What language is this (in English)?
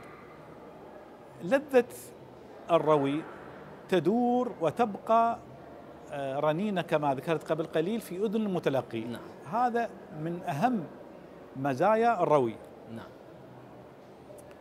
Arabic